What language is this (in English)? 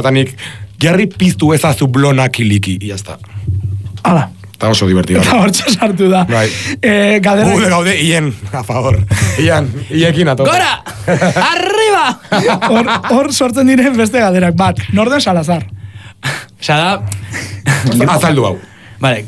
Basque